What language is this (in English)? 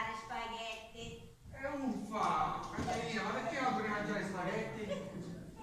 Sicilian